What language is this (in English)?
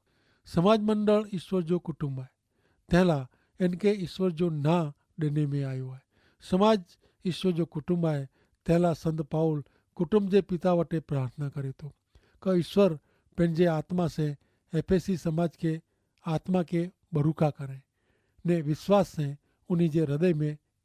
Kachhi